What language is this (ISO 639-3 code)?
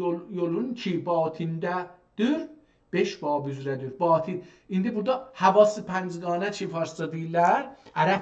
azb